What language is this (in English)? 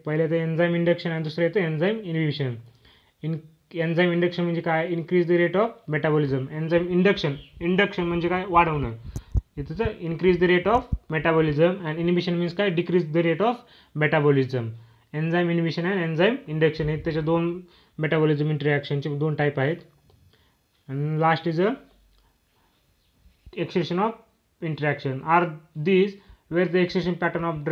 Marathi